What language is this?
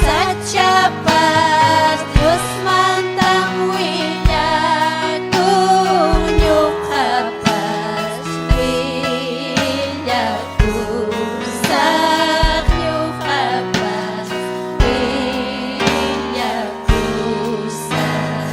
Ayacucho Quechua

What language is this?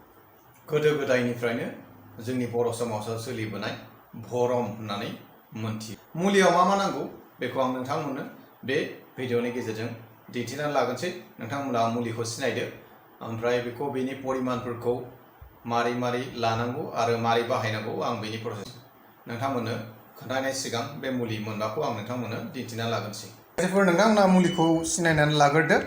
Bodo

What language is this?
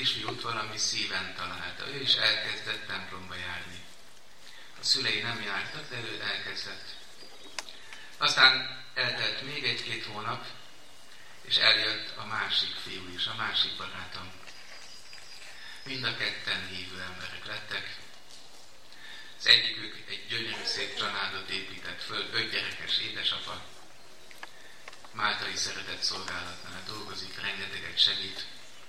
Hungarian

